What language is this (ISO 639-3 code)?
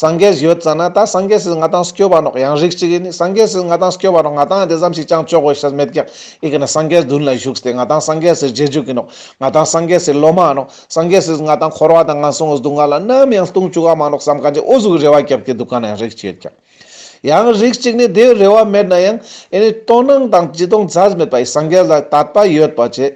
lbj